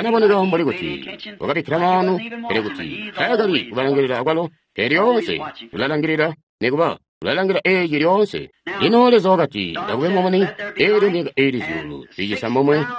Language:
Tonga (Zambia)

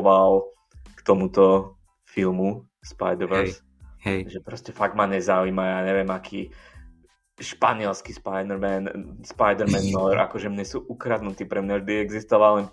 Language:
Slovak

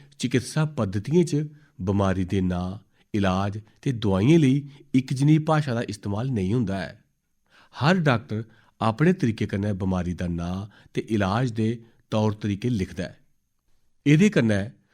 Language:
Dogri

